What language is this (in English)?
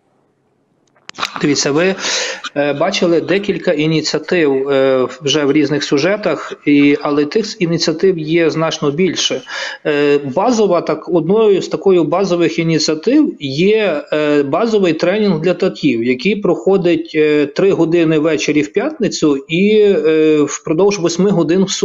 Ukrainian